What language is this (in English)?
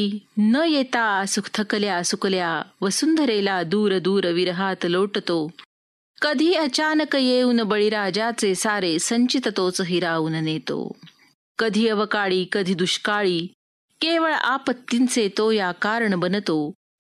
Marathi